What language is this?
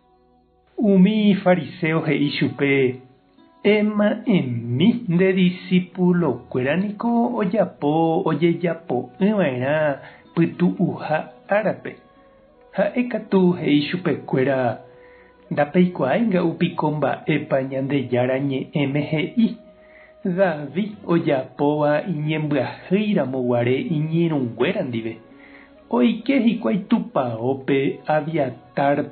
Guarani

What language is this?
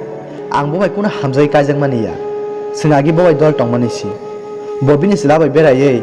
Kok Borok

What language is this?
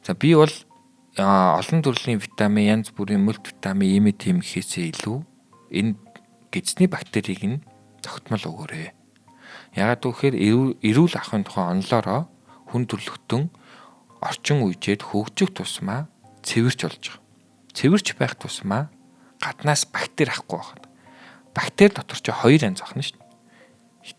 Mongolian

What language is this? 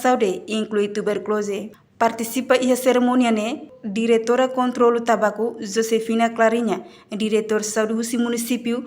Tetum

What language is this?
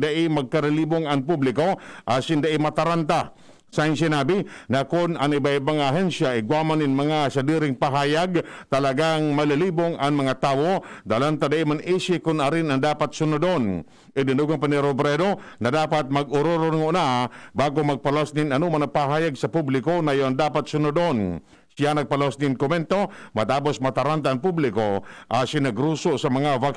Bikol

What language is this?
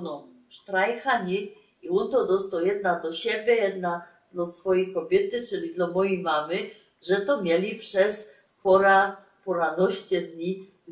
Silesian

